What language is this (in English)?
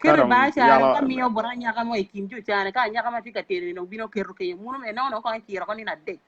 Acoli